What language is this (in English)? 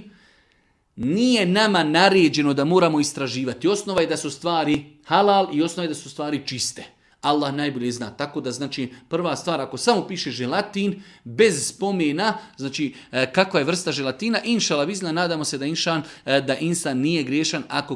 Bosnian